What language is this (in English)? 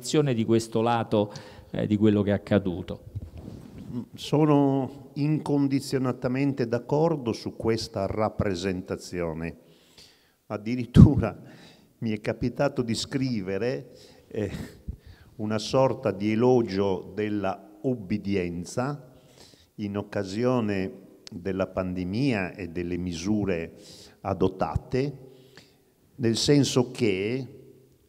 Italian